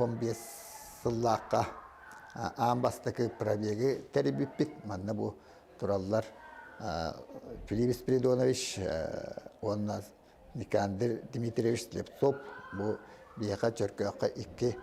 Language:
Yakut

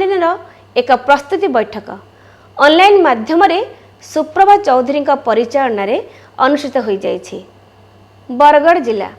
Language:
Odia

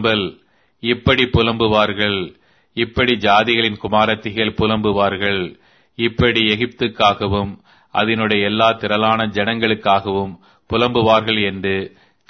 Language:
Tamil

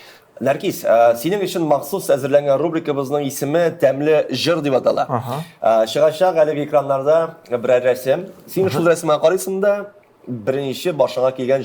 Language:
Tatar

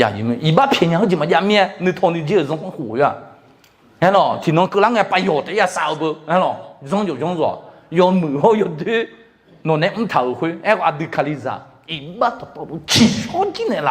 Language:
Akha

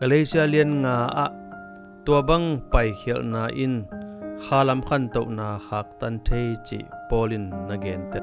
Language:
Tedim Chin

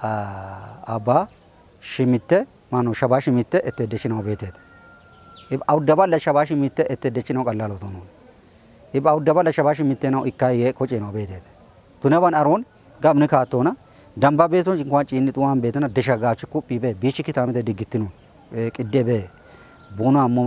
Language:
Kafa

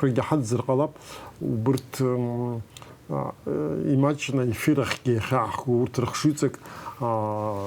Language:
Abkhazian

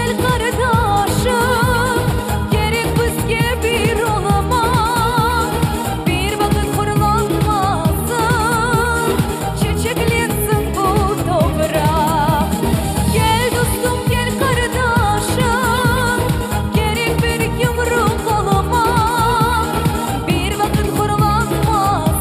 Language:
Crimean Tatar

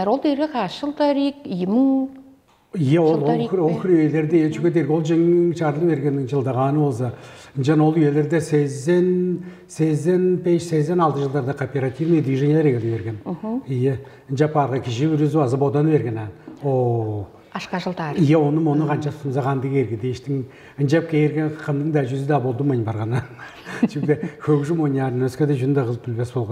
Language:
Tuvinian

